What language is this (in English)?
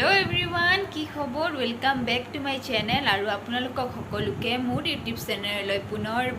Assamese